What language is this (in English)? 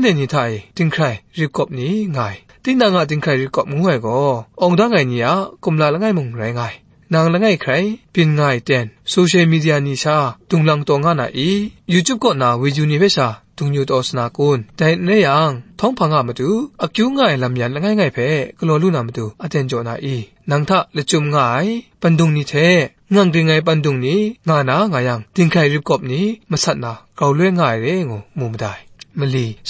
Kachin